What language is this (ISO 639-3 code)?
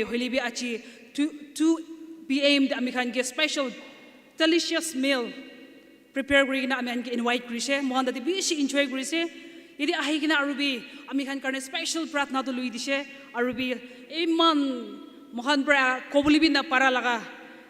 nag